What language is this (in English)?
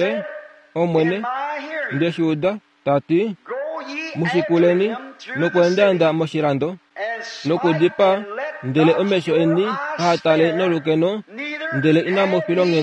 Kuanyama